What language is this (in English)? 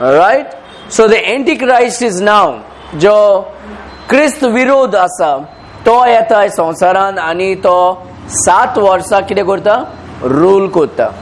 Konkani